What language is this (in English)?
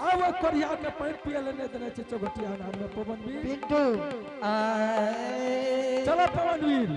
Angika